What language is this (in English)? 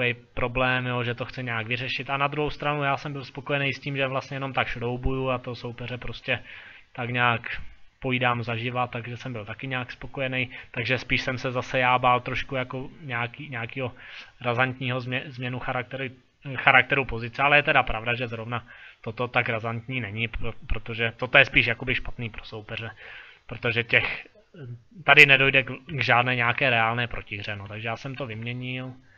Czech